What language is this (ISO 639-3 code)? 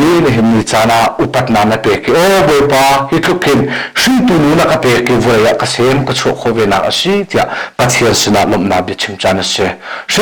cnh